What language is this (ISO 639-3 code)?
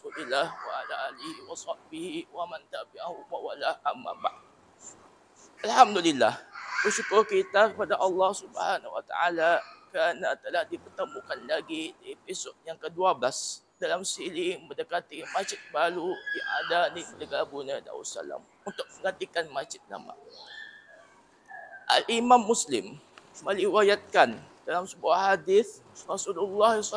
msa